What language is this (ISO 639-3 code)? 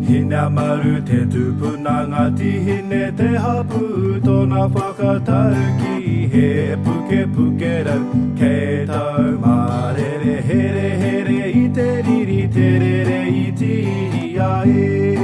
mri